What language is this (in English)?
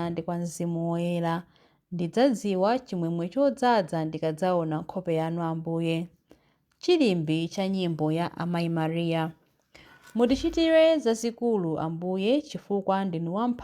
Nyanja